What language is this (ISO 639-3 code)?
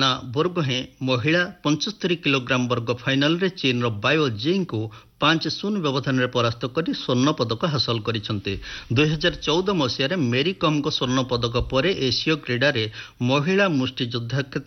ori